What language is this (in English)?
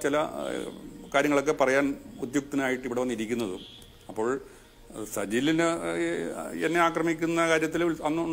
Malayalam